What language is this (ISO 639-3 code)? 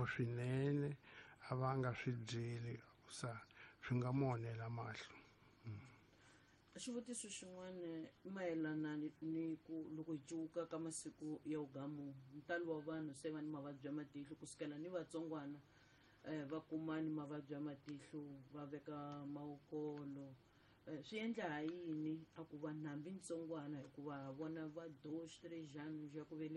tso